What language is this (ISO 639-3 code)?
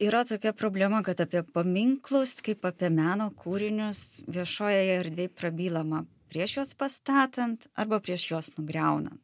lit